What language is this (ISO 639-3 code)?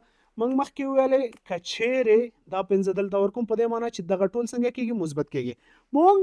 pus